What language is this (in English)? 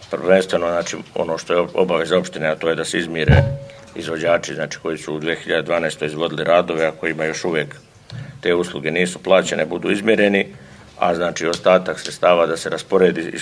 Serbian